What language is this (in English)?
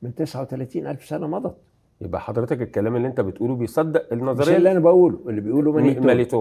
Egyptian Arabic